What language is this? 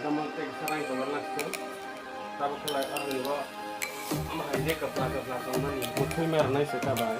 Kok Borok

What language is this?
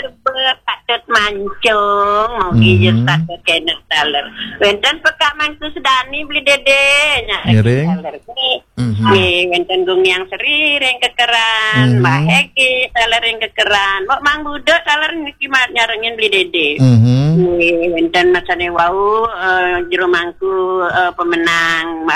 Balinese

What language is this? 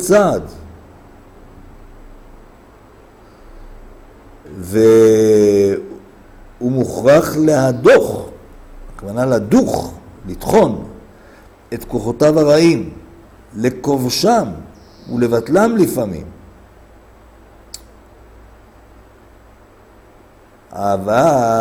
Hebrew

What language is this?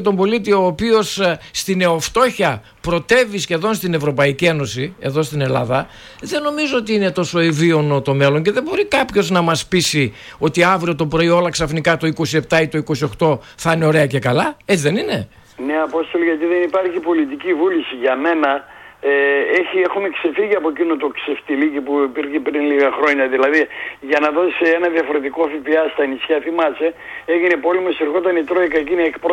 Greek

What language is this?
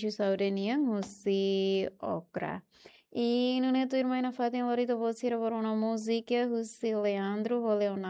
Tetum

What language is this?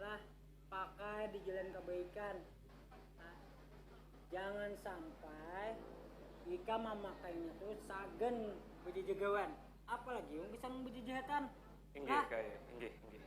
Banjar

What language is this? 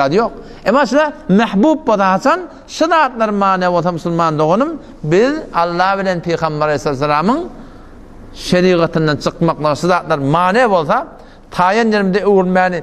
Turkmen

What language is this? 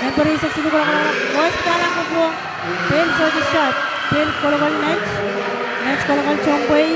Pohnpeian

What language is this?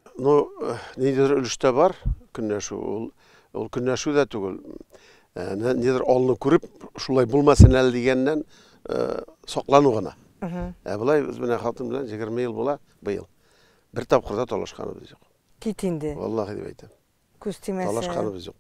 Tatar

